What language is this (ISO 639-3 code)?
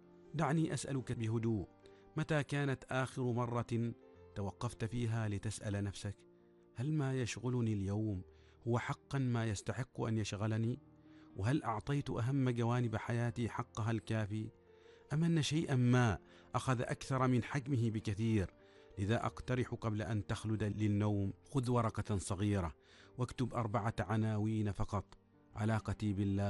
ara